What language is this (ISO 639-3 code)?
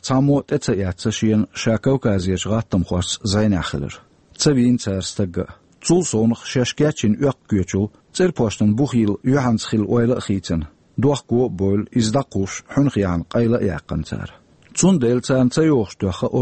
che